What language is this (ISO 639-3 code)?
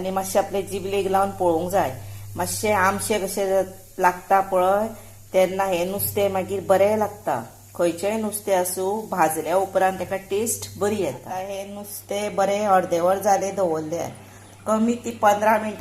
kok